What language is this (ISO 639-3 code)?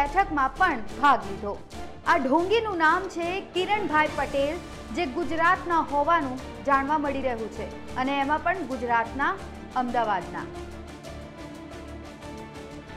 guj